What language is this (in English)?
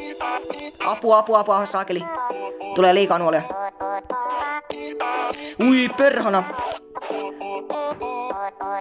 Finnish